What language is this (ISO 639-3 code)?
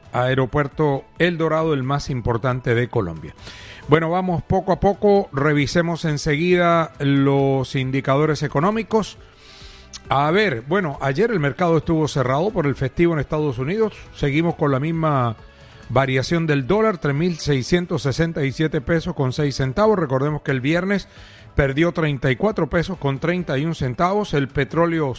spa